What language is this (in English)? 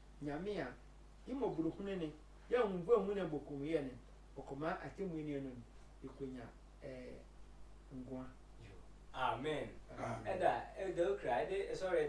Sehwi